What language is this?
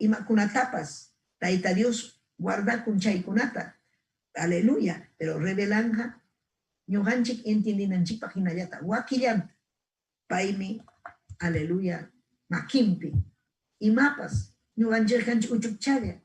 Ayacucho Quechua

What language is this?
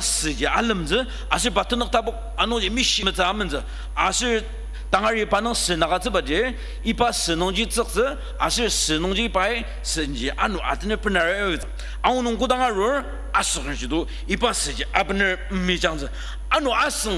Ao Naga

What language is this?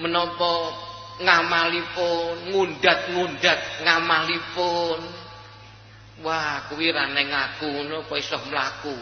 Javanese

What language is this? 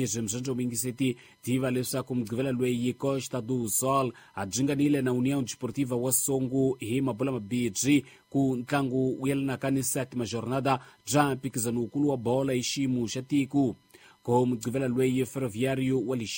Tsonga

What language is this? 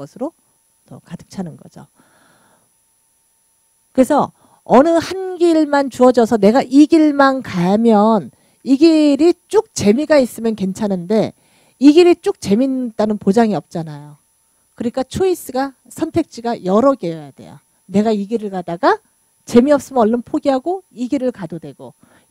Korean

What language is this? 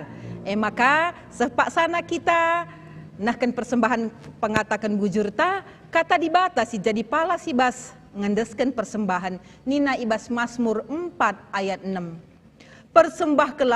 Batak Karo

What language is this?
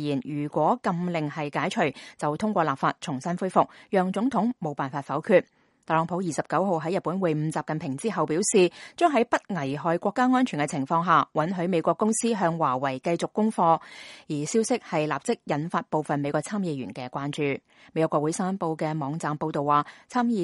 Cantonese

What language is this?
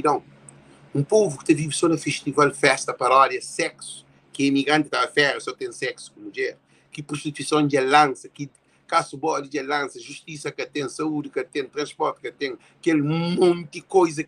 Kabuverdianu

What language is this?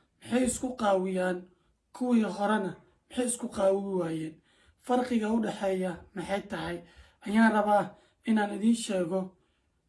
Somali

